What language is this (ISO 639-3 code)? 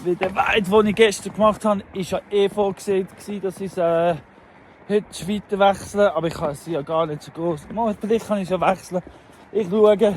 gsw